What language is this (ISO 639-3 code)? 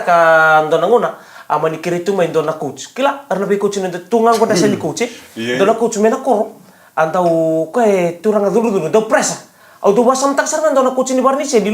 fij